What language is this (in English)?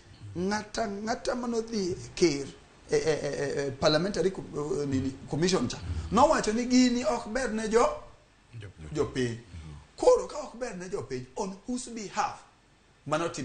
Luo (Kenya and Tanzania)